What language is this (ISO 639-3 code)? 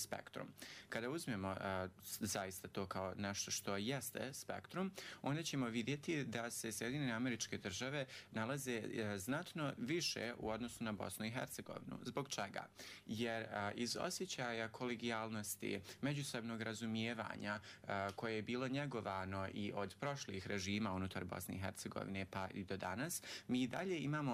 bos